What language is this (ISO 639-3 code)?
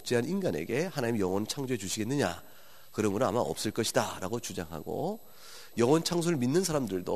kor